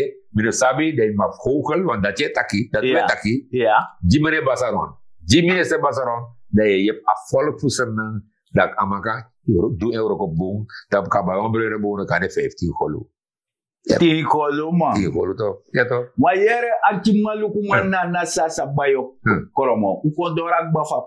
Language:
Sranan Tongo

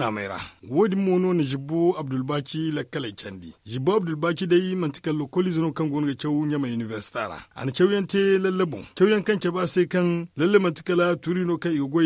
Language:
Zarma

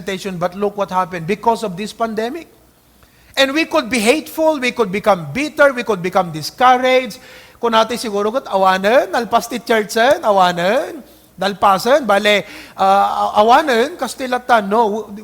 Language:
Iloko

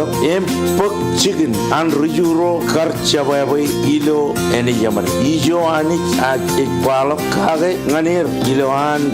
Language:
Marshallese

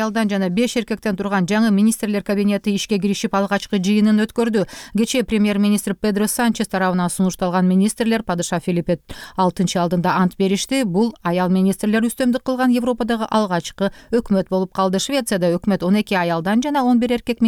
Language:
Kyrgyz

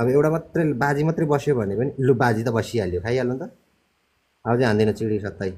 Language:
Nepali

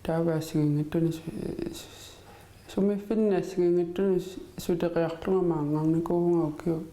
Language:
Kalaallisut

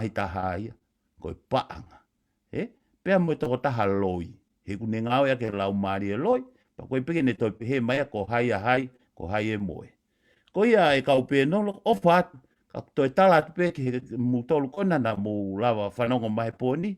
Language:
Tongan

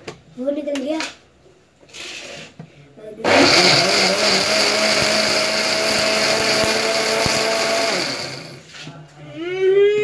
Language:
Hindi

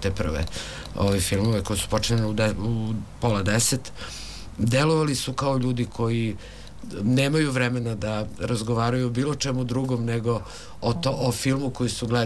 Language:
Serbian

